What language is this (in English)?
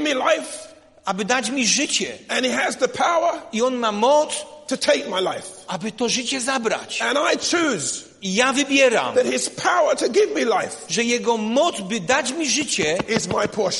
Polish